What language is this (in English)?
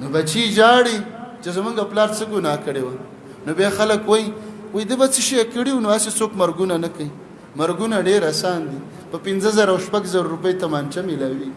Pashto